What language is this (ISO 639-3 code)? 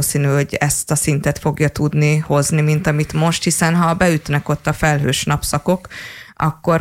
hun